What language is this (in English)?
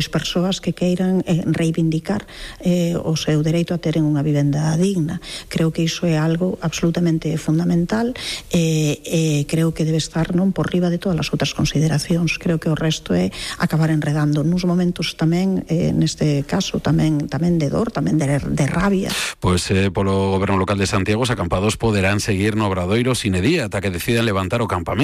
Galician